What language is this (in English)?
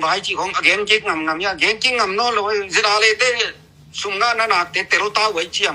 Tedim Chin